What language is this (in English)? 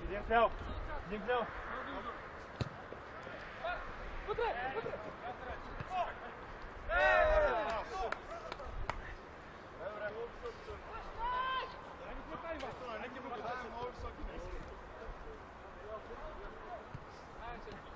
Bulgarian